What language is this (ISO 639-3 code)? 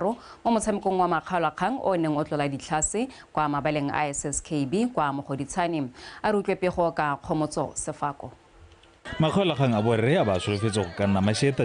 tsn